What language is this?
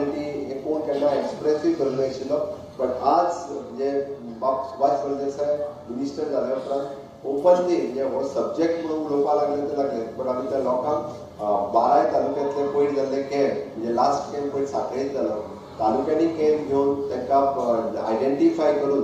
Konkani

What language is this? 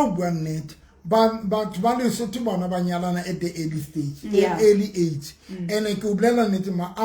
Southern Sotho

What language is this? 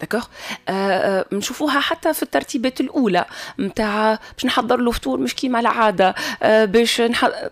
Tunisian Arabic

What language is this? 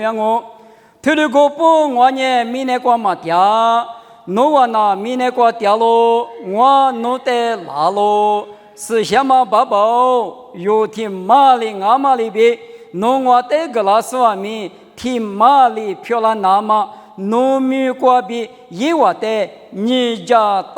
Lisu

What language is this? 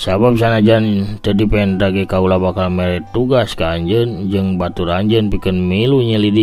Sundanese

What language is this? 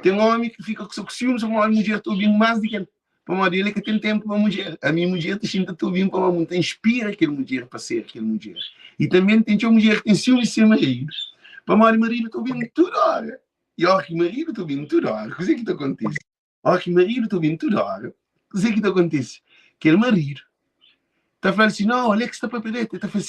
Kabuverdianu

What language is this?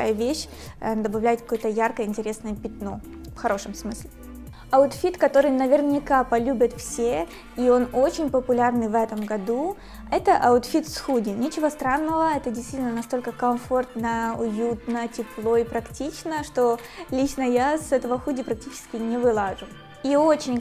Russian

